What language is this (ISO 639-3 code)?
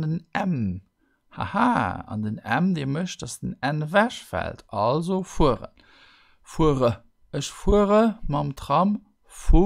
ltz